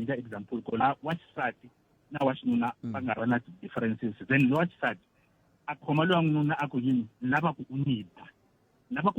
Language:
Tsonga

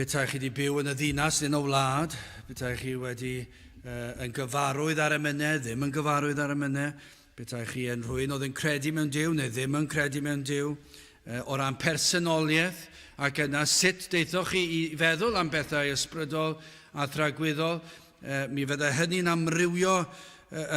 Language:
Welsh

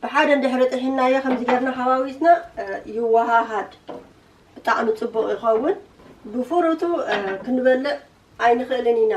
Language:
Tigrinya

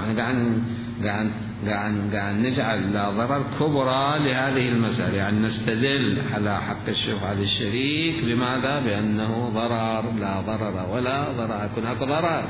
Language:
Mesopotamian Arabic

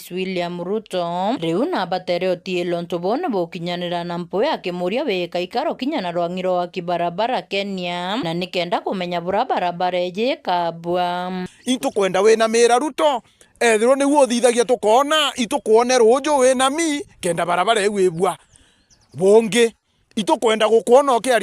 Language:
Meru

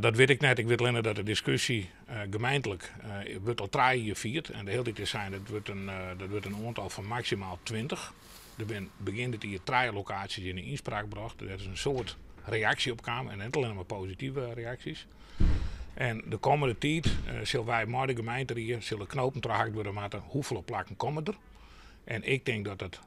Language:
Western Frisian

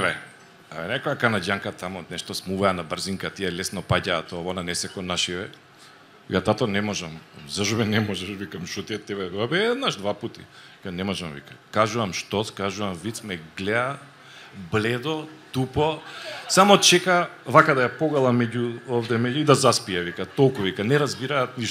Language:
Macedonian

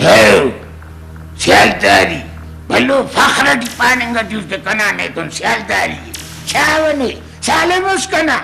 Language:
Brahui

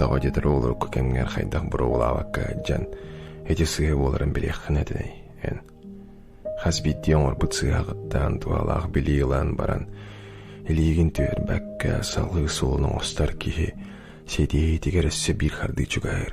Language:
Yakut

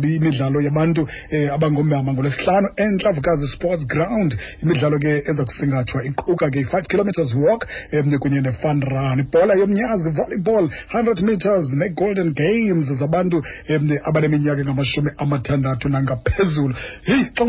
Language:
Xhosa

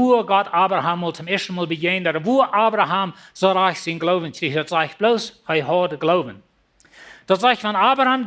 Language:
Plautdietsch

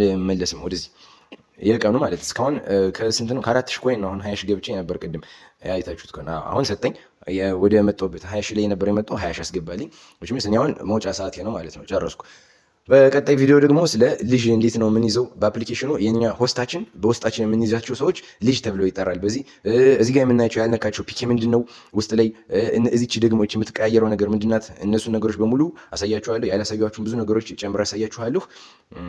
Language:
Amharic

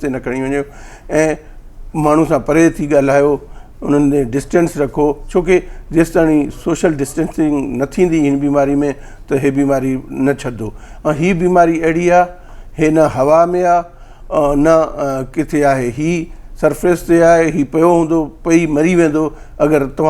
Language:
Sindhi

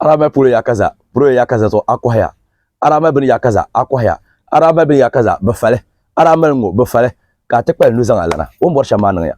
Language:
Dagbani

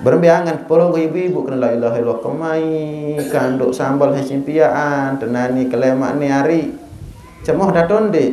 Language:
Sasak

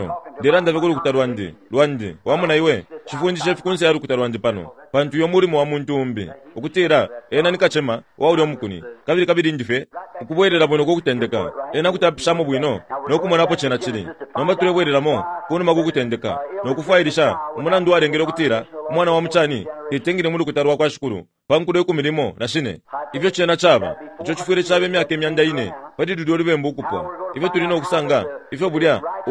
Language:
Bemba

